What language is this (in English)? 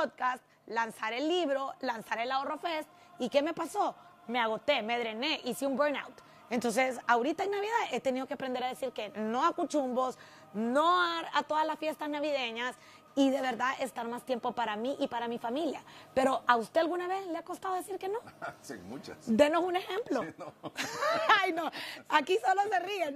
Spanish